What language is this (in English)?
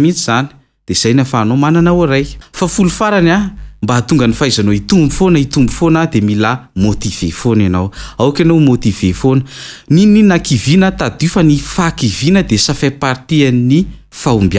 Malagasy